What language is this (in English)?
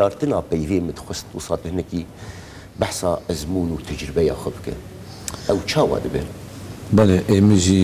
Kurdish